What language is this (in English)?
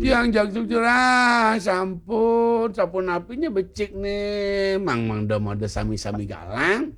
Balinese